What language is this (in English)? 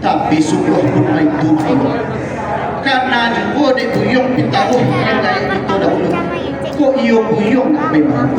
Minangkabau